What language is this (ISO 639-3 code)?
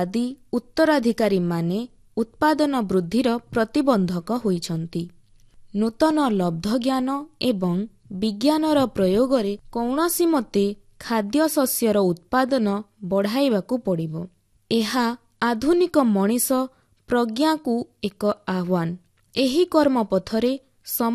ori